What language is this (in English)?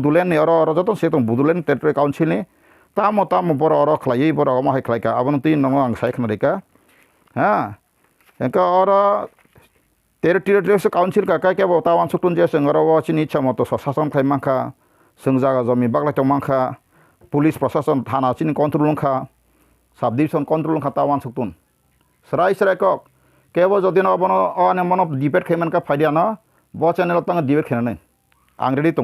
Kok Borok